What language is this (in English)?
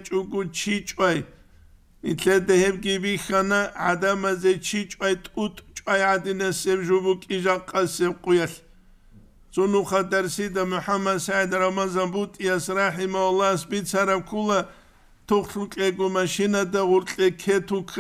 Avaric